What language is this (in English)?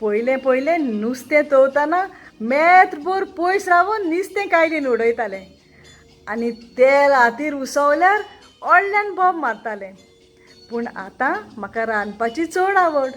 Konkani